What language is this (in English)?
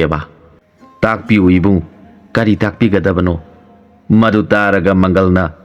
Manipuri